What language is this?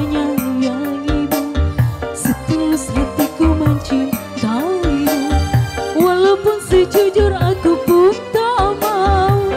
Indonesian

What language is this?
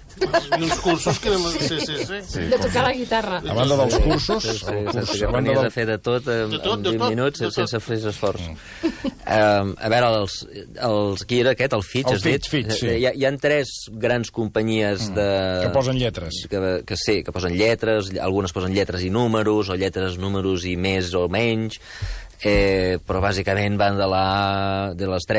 Catalan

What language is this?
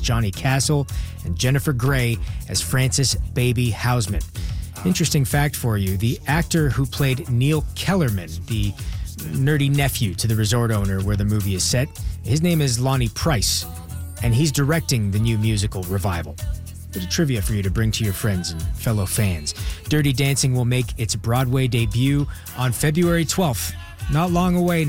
English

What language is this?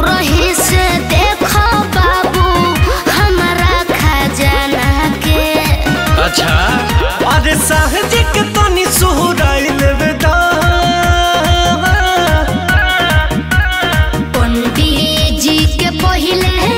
Bhojpuri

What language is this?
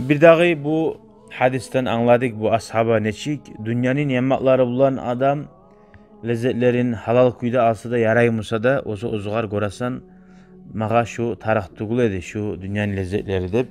Kumyk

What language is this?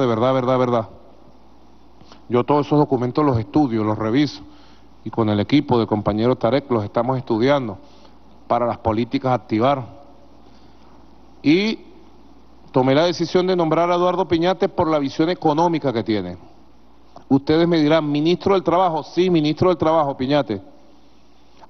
Spanish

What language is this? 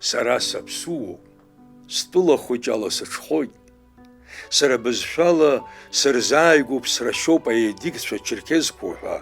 Abkhazian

